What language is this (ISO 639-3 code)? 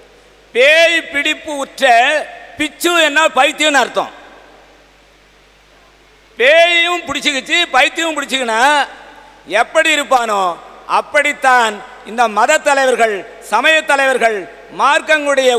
tam